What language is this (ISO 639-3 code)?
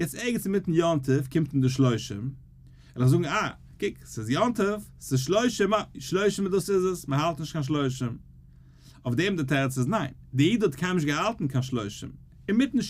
yid